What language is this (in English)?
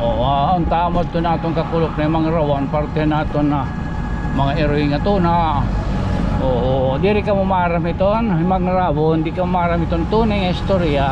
Waray